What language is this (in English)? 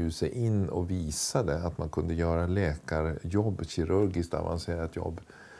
Swedish